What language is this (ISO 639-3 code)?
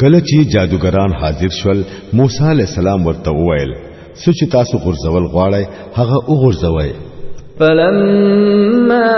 pus